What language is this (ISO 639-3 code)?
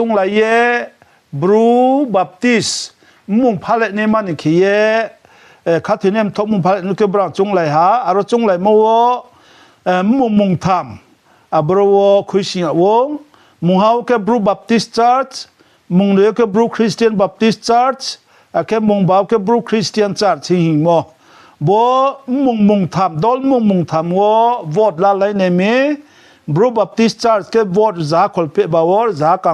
ria